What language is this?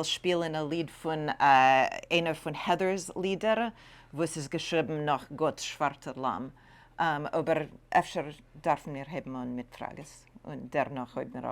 Yiddish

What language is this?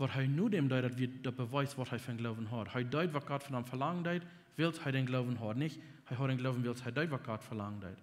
Plautdietsch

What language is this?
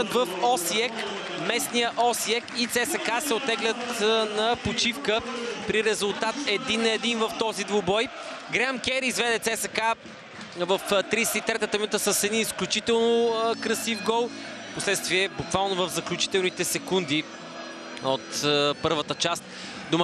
Bulgarian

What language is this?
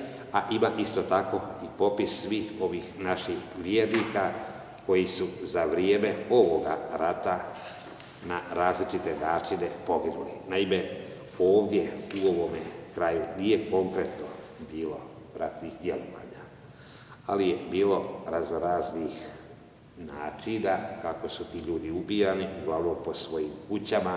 Croatian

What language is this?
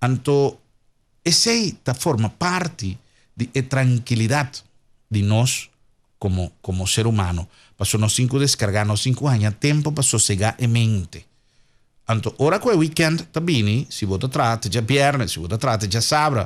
Papiamento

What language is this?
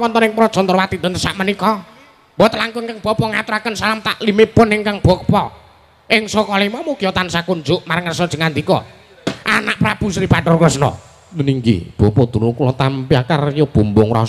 Javanese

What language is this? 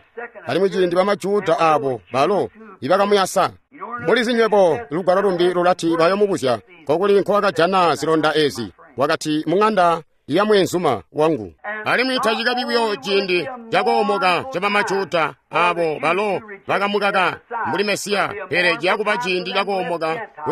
Tonga (Zambia)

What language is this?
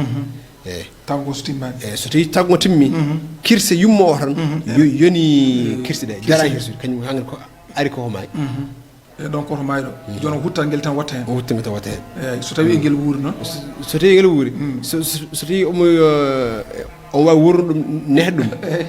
Fula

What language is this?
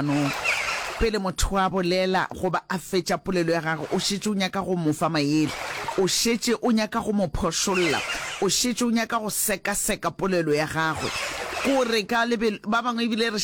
Northern Sotho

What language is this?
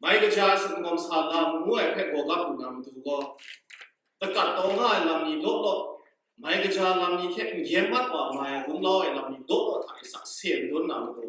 Kachin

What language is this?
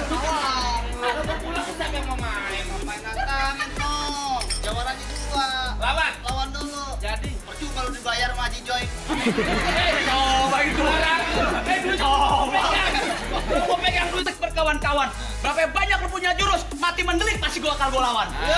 Betawi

